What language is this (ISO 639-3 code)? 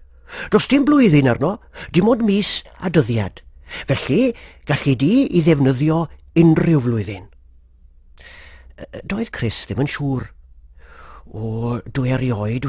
cym